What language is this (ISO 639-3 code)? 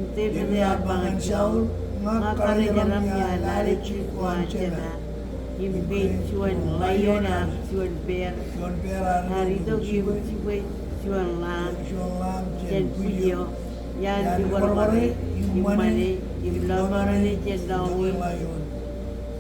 mah